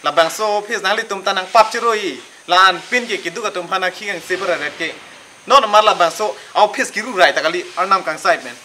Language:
Karbi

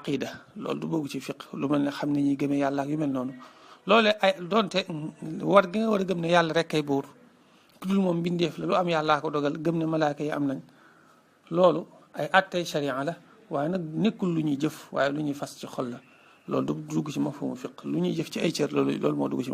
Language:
Wolof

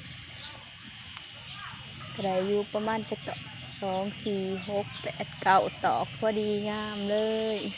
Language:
Lao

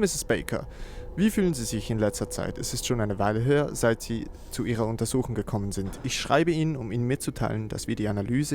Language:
Swiss German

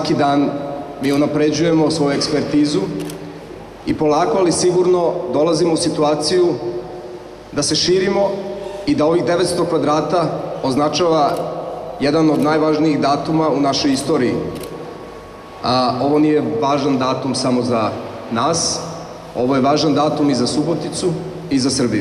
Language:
Serbian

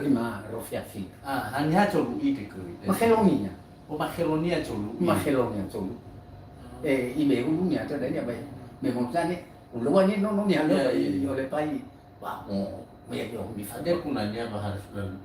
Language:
Nias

